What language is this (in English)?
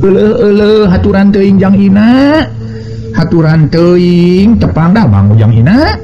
Sundanese